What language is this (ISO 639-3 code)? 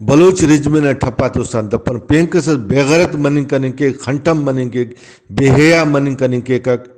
brh